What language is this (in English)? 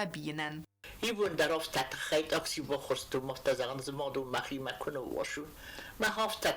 Ossetic